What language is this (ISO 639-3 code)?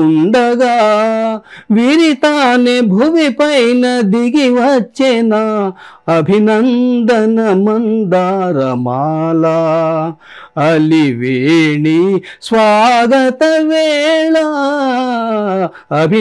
tel